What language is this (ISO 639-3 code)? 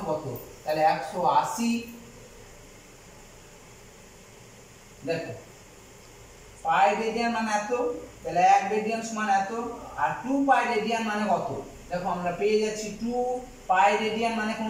ben